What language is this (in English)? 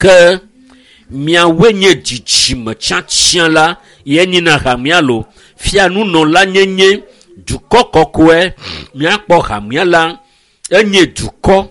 Ewe